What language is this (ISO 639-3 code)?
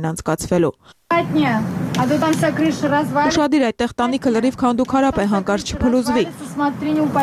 hye